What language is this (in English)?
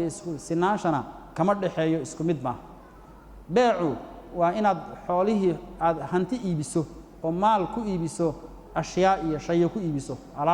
Somali